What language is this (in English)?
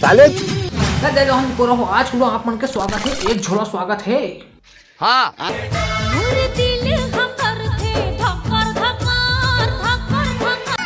Chhattisgarhi